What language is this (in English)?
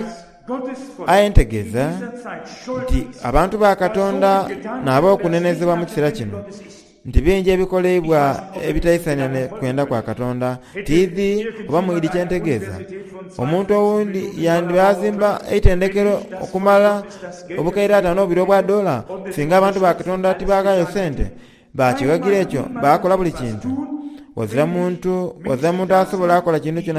Soga